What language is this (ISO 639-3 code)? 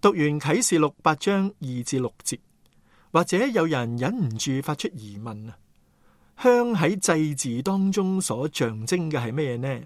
yue